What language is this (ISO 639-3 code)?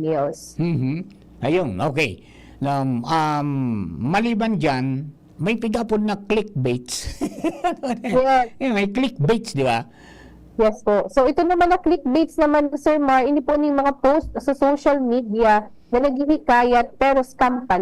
bik